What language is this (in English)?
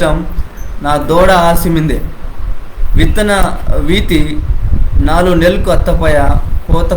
Koya